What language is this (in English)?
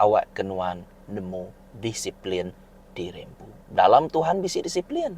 Iban